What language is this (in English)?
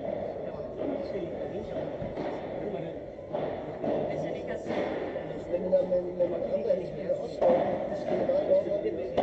Danish